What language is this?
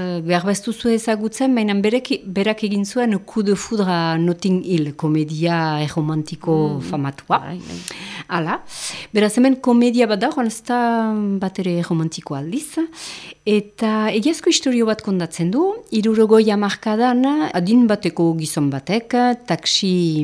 Basque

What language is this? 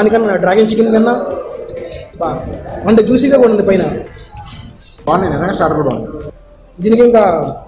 Telugu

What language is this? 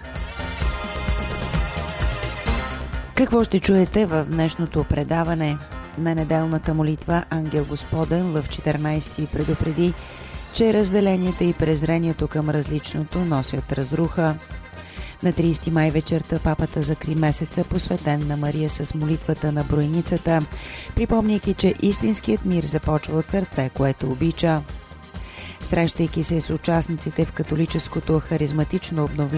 Bulgarian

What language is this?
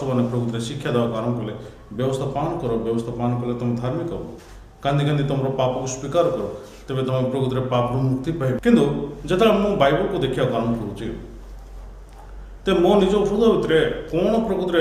Odia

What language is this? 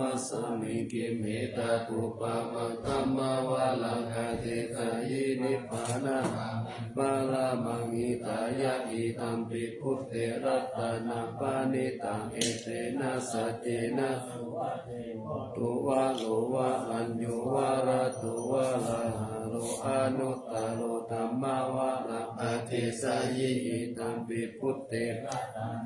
Pali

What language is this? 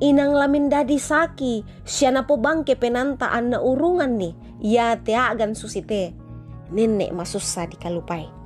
Toraja-Sa'dan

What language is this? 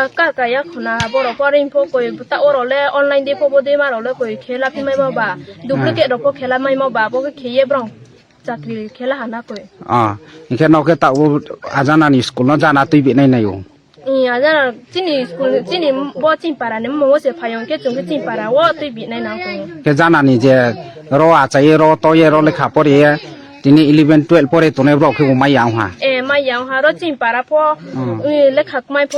Kok Borok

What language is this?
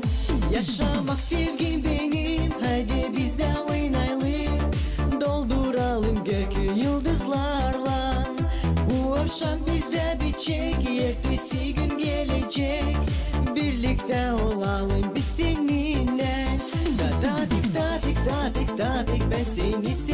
Gagauz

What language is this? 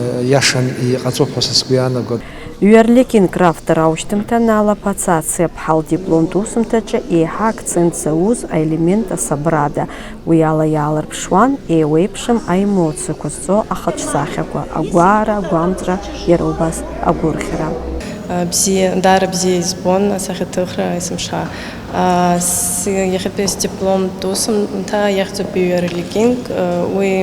Abkhazian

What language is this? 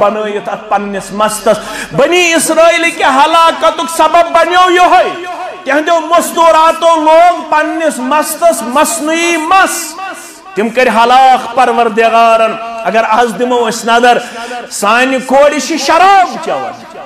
Kashmiri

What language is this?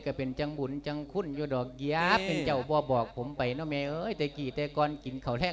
Lao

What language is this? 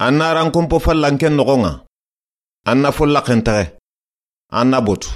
Soninke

